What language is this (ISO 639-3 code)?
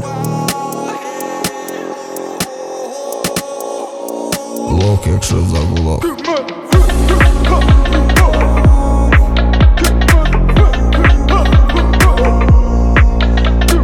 ukr